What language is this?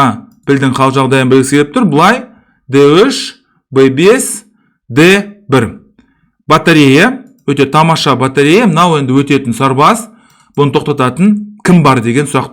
Kazakh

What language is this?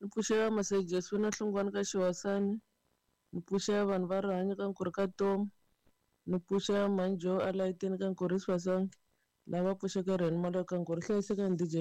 Tsonga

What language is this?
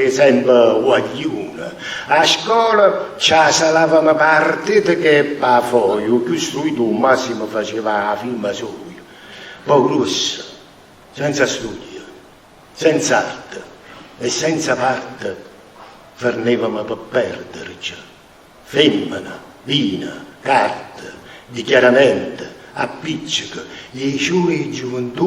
Neapolitan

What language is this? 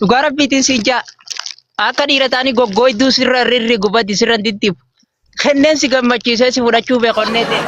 Oromo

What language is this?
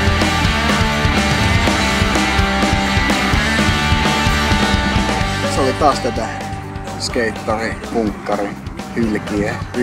Finnish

